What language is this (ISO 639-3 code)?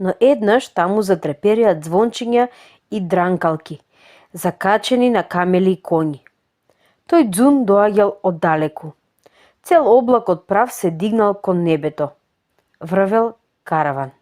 mkd